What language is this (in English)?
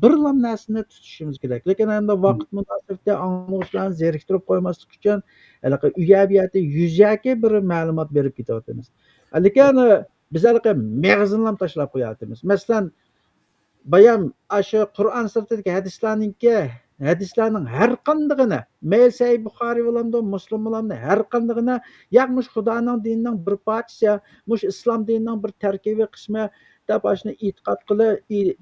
Uyghur